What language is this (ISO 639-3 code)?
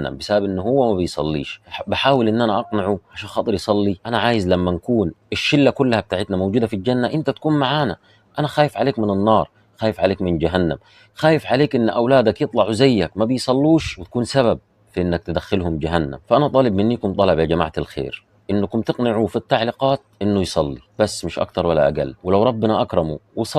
arz